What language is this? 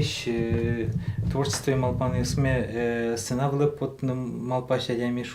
Udmurt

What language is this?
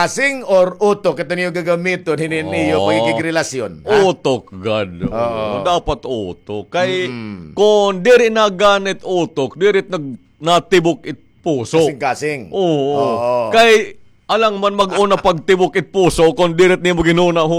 Waray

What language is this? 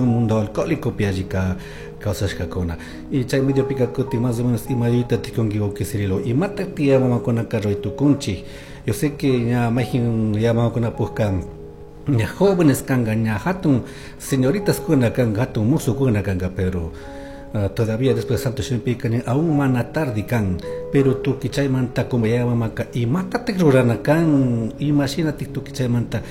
Chimborazo Highland Quichua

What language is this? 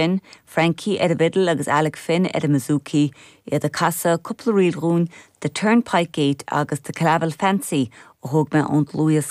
Irish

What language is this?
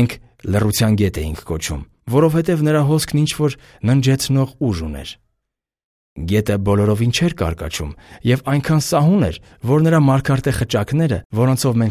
Armenian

